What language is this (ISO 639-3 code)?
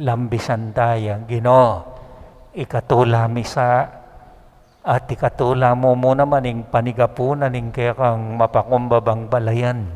pam